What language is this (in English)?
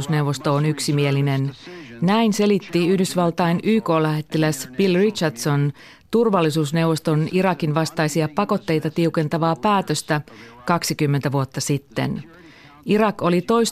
Finnish